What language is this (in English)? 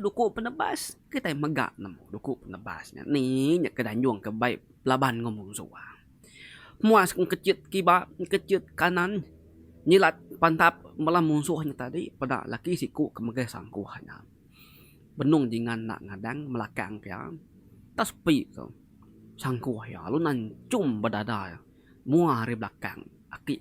Iban